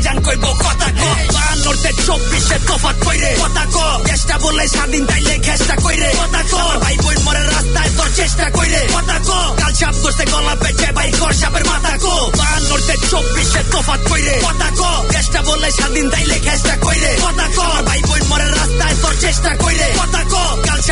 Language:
Bangla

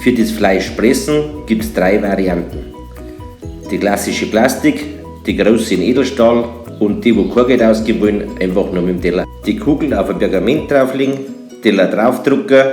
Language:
Bavarian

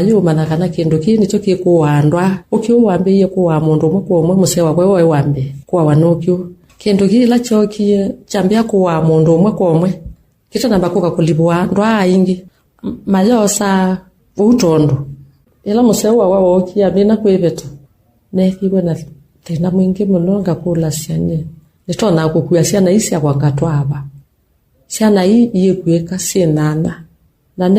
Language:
Kamba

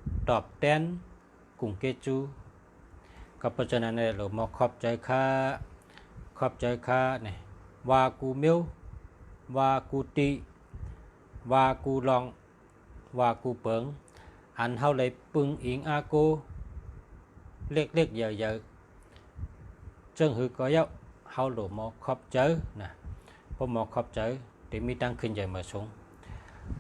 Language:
Shan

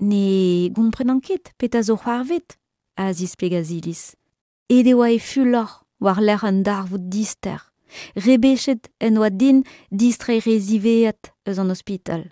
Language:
Breton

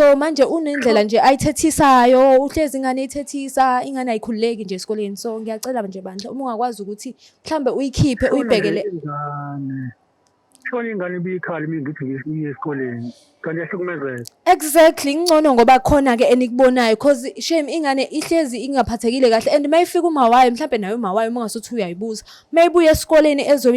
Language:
Zulu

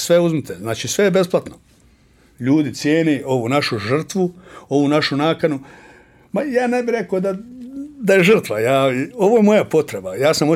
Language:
Bosnian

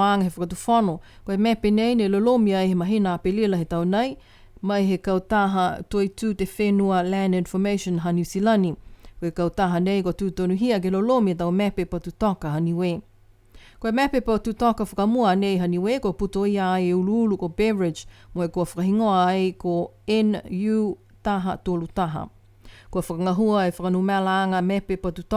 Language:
Niuean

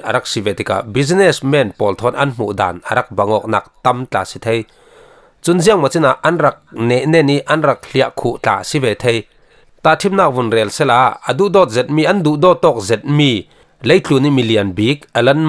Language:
Falam Chin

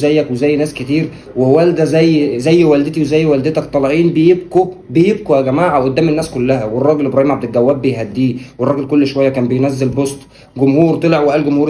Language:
Egyptian Arabic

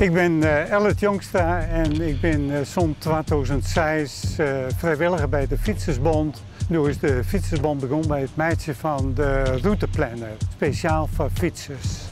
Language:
Western Frisian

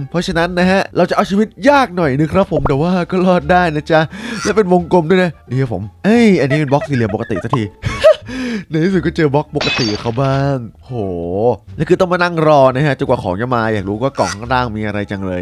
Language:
Thai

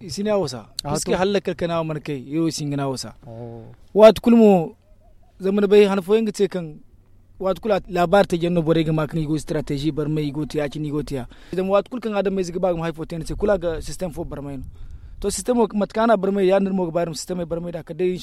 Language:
Zarma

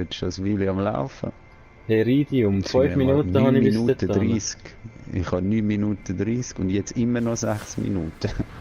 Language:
Swiss German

